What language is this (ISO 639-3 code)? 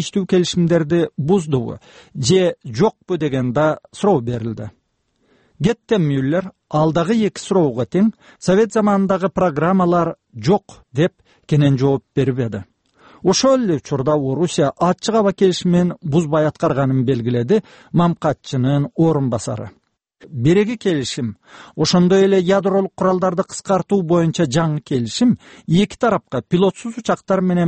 kir